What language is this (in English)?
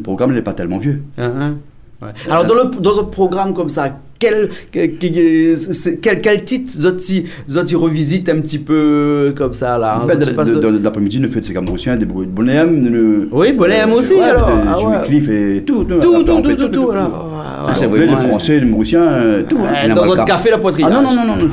Réunion Creole French